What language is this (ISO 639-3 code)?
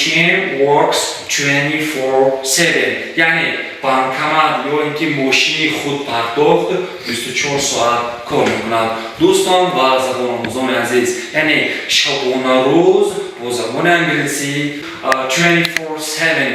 tgk